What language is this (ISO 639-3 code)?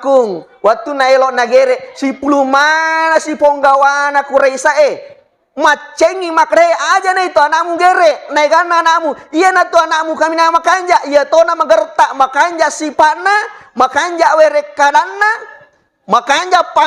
bug